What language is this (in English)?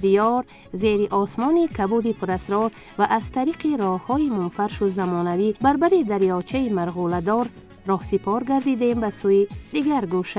Tajik